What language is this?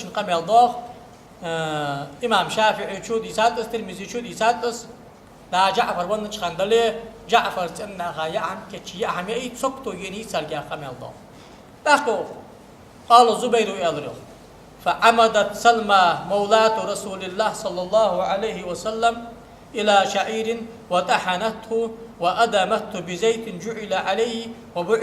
Ingush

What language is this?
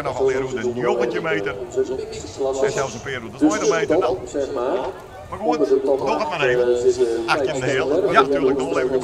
Western Frisian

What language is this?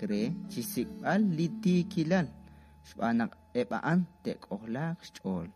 Kekchí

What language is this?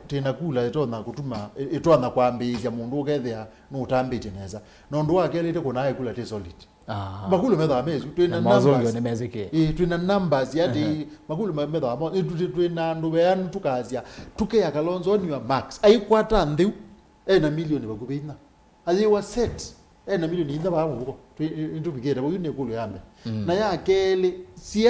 Kamba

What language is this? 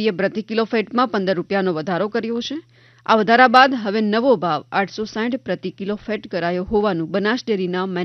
Gujarati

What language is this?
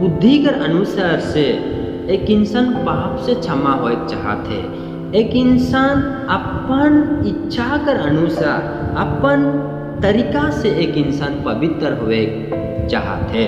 Sadri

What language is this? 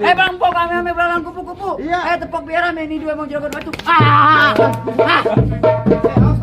Betawi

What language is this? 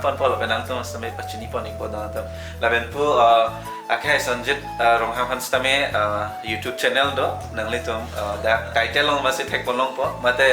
Karbi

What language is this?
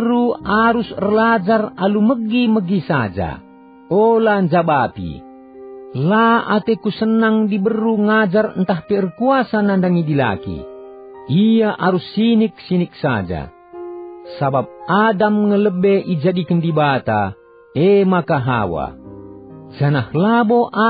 Batak Karo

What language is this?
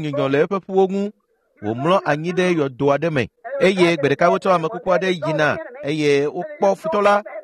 Ewe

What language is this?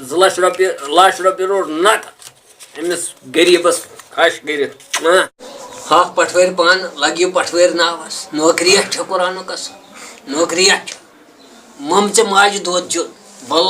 Kashmiri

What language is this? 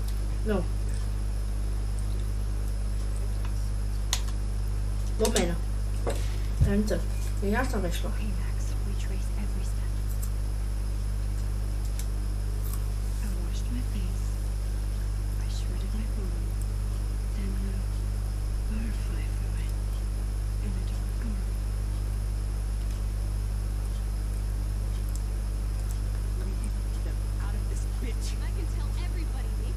Czech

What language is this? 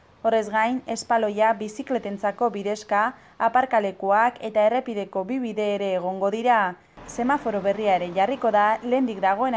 Basque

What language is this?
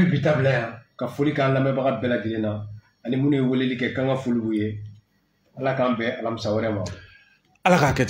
Bambara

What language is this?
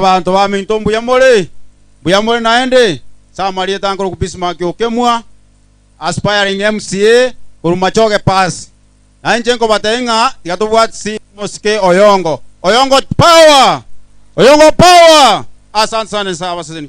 Gusii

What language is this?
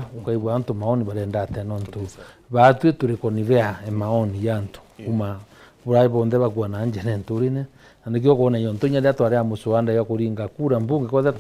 Meru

